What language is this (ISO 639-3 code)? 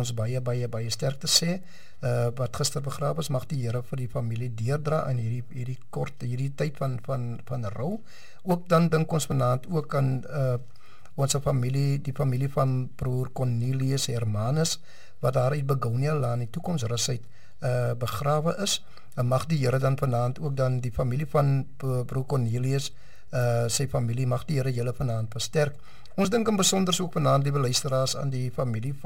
afr